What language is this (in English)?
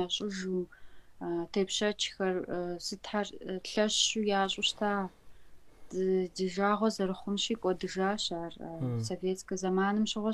Kabardian